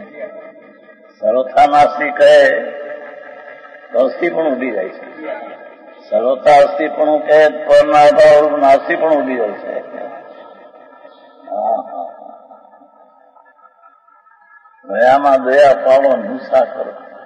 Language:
Gujarati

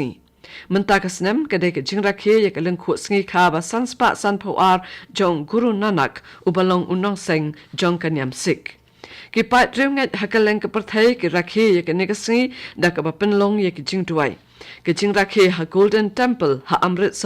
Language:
Khasi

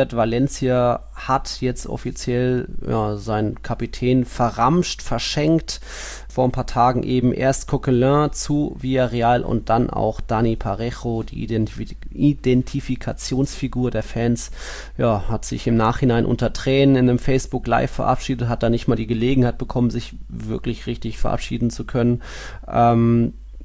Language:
German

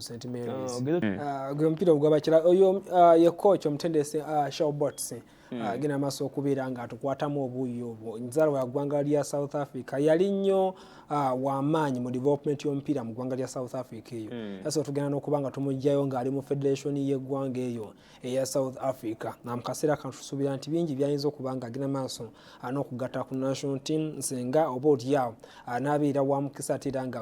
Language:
Ganda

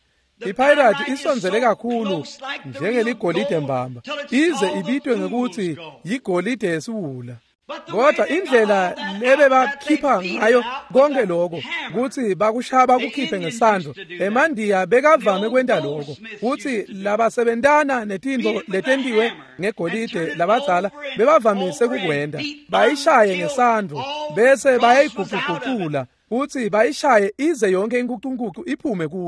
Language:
Swati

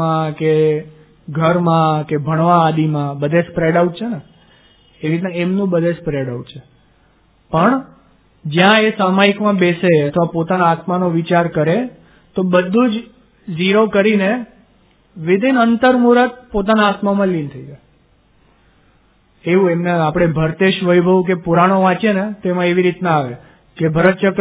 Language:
Gujarati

